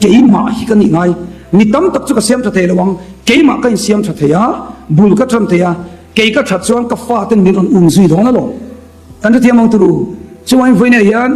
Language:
Mizo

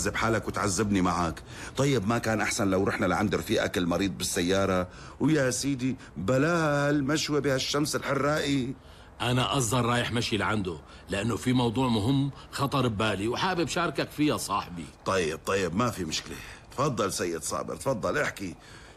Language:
North Levantine Arabic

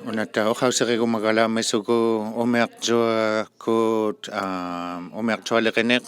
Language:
Inuktitut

